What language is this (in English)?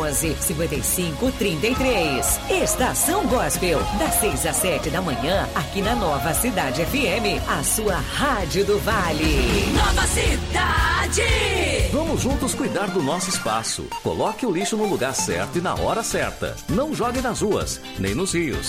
Portuguese